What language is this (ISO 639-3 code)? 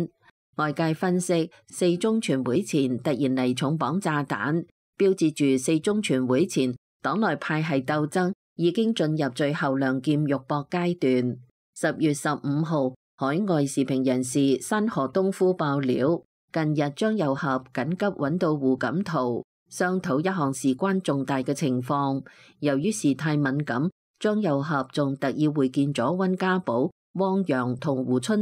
yue